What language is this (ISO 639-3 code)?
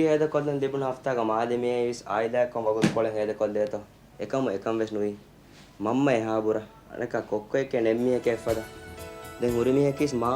div